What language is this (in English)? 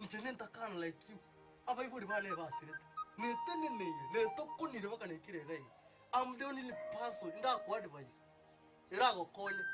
Gusii